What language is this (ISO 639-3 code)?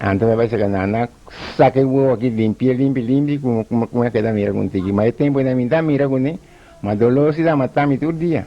pap